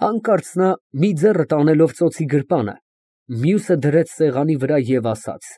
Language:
Armenian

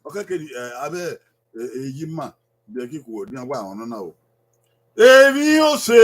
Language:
Bini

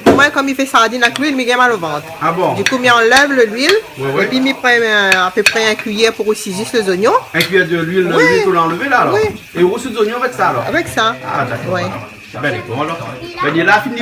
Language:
Réunion Creole French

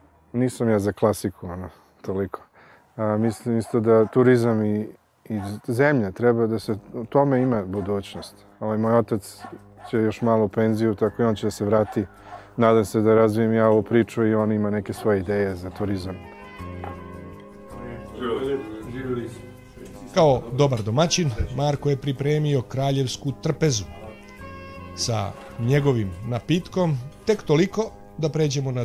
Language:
Serbian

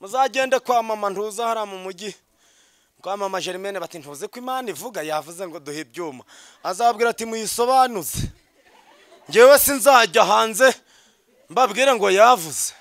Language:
Kinyarwanda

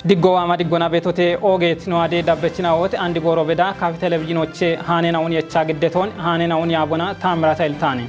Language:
Kafa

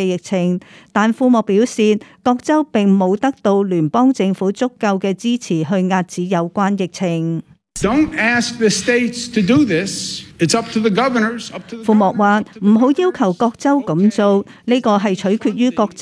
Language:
Cantonese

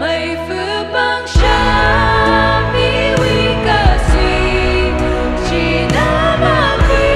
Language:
Tangkhul Naga (India)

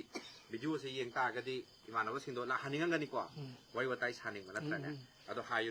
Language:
Manipuri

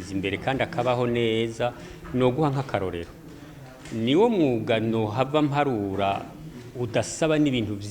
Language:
Rundi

